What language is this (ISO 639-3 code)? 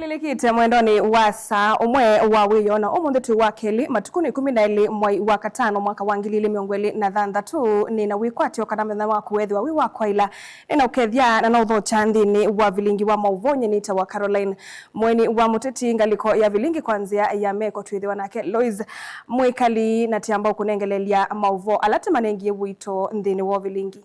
kam